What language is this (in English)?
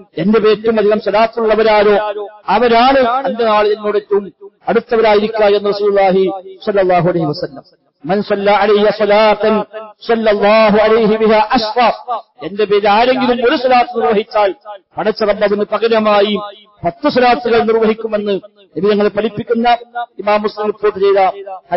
Malayalam